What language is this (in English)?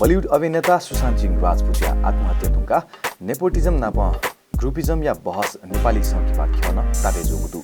Newari